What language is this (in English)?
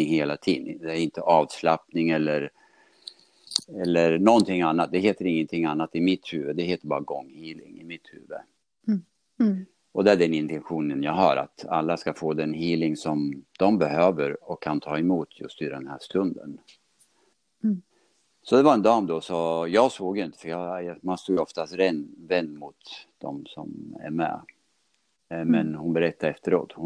Swedish